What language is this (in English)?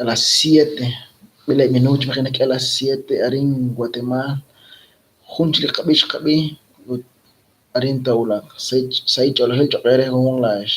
Kekchí